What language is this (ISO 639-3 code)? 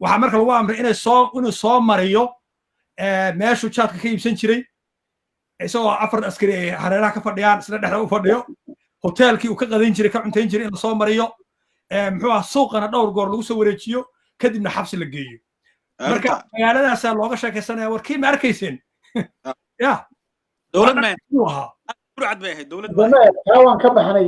som